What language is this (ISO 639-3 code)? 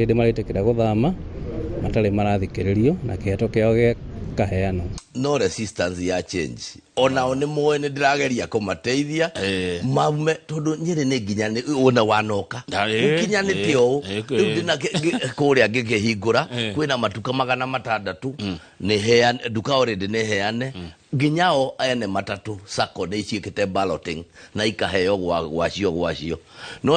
kik